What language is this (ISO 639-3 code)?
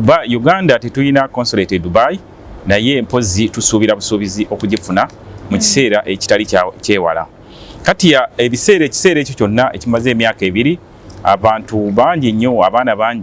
lug